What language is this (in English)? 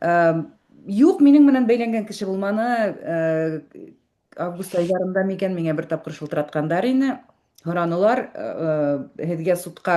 Bashkir